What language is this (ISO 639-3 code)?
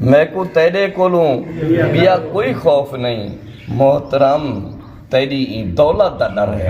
skr